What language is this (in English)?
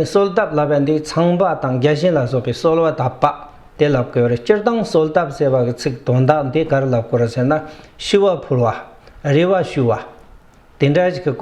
Tibetan